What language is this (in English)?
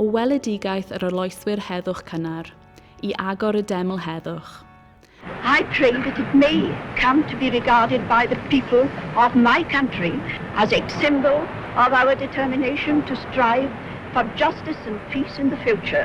Welsh